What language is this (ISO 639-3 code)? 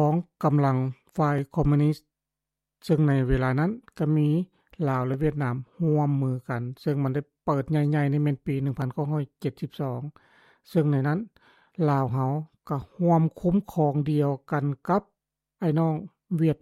lao